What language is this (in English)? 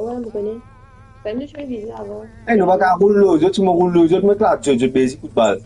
Morisyen